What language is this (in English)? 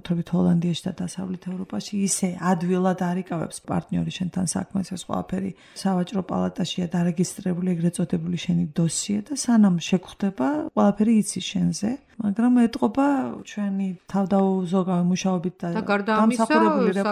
Georgian